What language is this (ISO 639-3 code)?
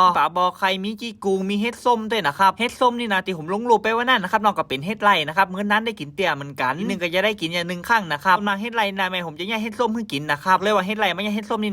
nod